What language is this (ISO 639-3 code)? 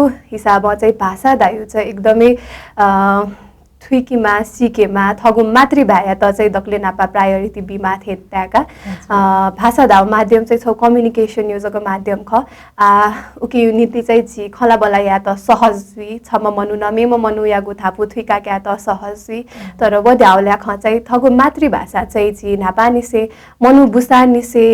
new